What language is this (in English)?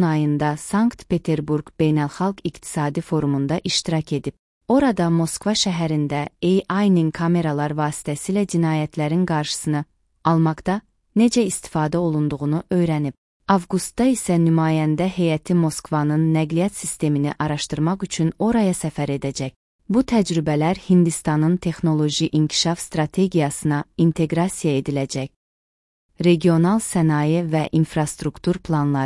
Azerbaijani